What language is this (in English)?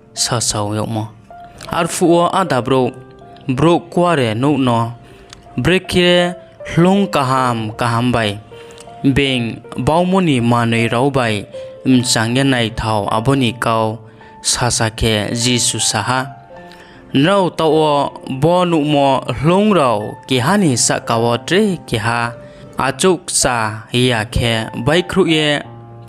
Riang (India)